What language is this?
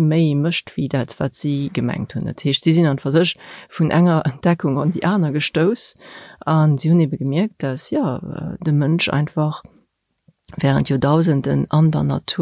Luxembourgish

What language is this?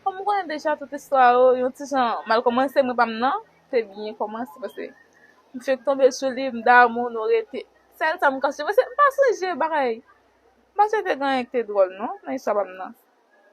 Haitian Creole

